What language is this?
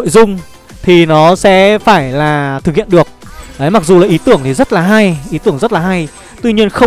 Vietnamese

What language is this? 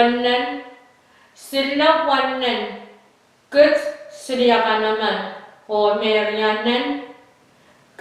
Pohnpeian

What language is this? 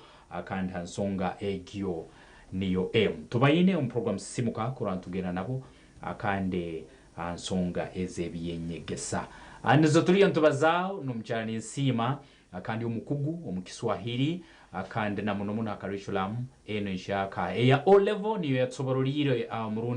Nyankole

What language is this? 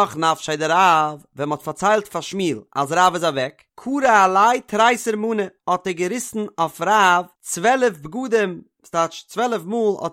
Yiddish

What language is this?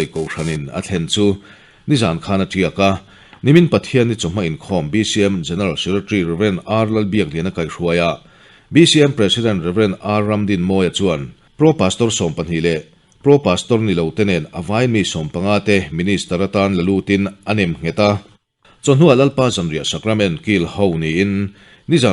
Mizo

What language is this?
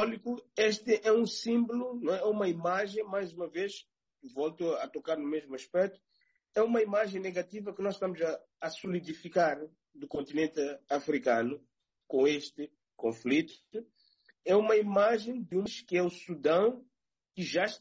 Portuguese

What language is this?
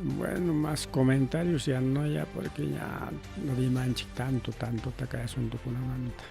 Ayacucho Quechua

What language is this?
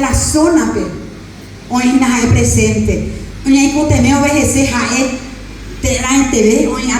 Guarani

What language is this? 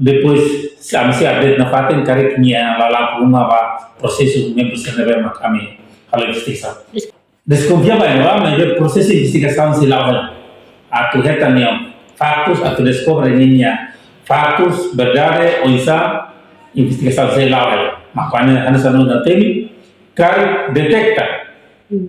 Tetum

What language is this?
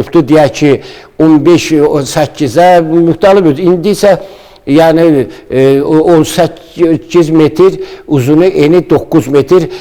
Azerbaijani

